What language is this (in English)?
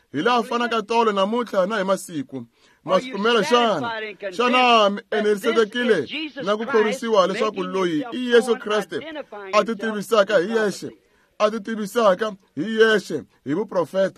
Tsonga